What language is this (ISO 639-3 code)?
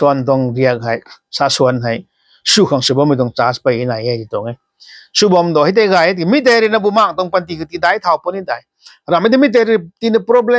nbu